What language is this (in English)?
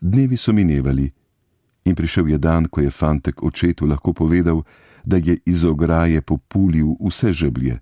Slovenian